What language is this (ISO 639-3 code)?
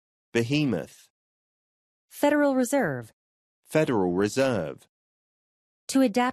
kor